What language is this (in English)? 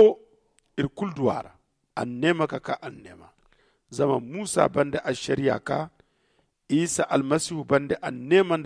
Zarma